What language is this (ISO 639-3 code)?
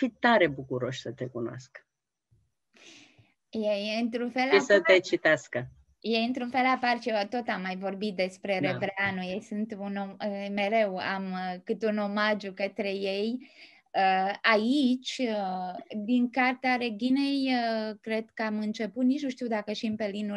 ron